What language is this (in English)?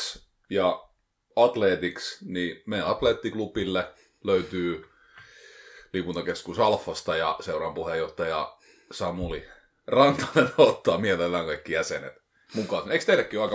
Finnish